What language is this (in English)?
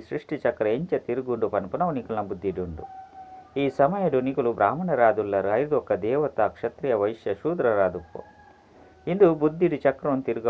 Tulu